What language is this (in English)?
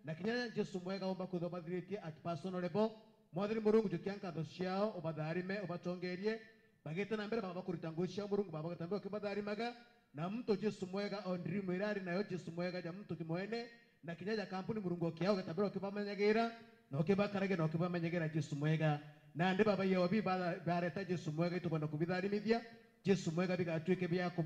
Meru